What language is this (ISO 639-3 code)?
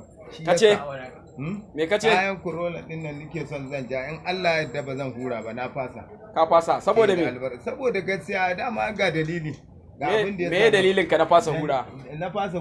hau